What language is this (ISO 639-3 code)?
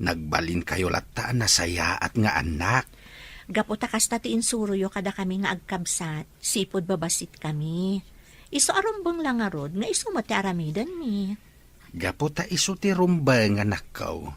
ilo